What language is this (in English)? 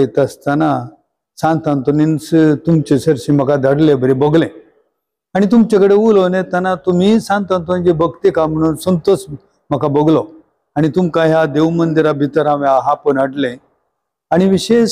Konkani